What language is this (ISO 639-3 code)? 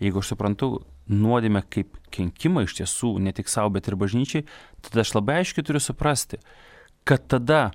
lit